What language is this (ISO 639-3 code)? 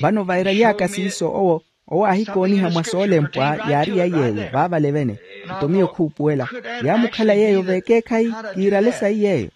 vmw